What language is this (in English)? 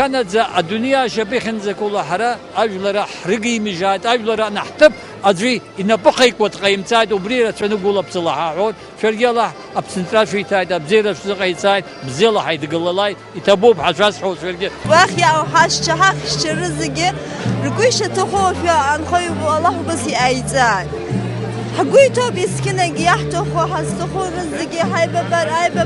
Abkhazian